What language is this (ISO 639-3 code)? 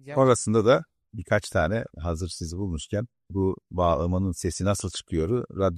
tur